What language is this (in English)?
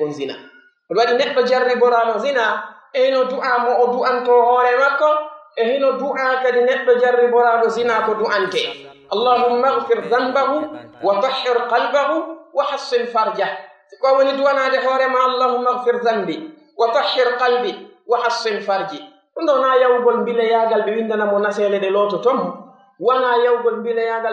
Pular